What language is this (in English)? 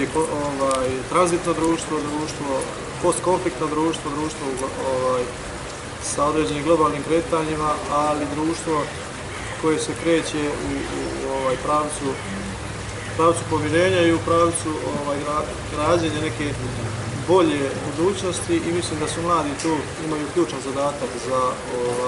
Bosnian